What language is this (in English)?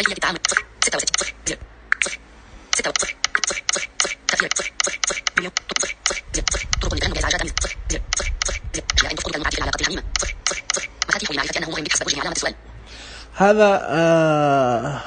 Najdi Arabic